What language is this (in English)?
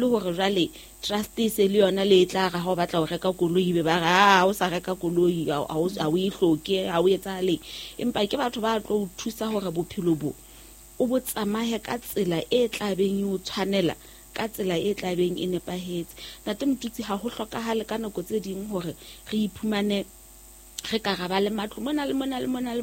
Southern Sotho